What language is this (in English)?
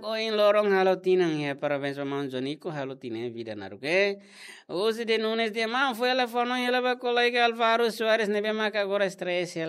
Tetum